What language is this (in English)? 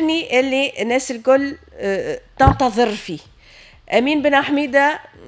Tunisian Arabic